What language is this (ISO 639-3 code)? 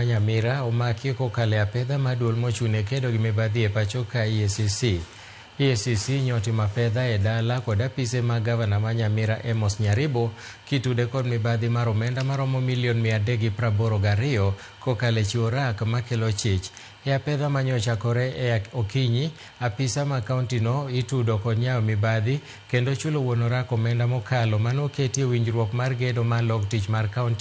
luo